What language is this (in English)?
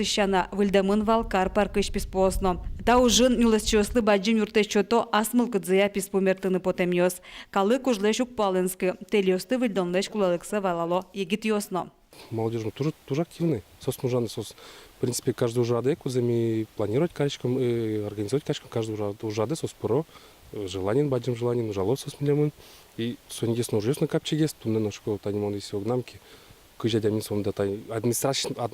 Udmurt